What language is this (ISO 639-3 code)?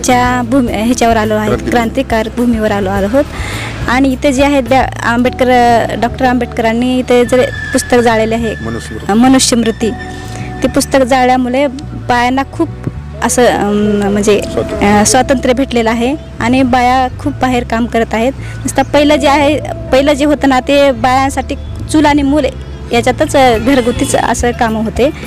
mar